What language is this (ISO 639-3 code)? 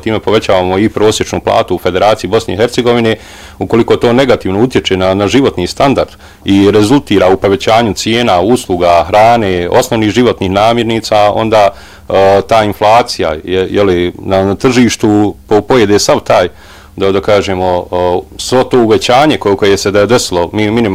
bos